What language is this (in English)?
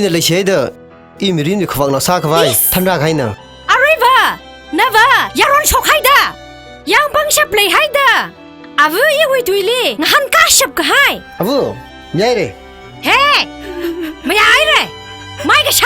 Tangkhul Naga (India)